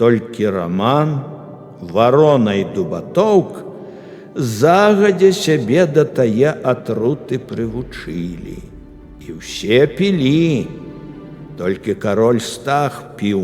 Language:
Belarusian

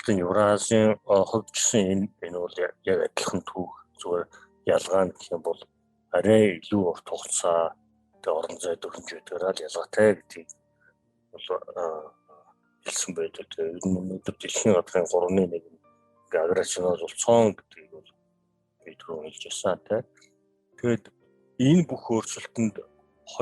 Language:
Mongolian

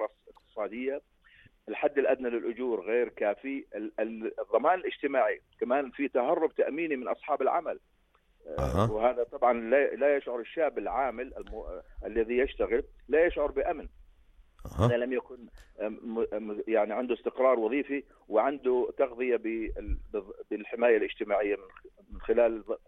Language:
North Levantine Arabic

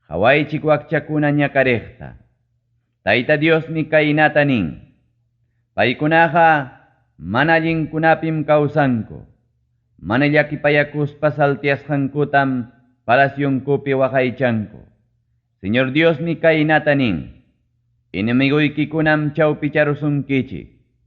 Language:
Ayacucho Quechua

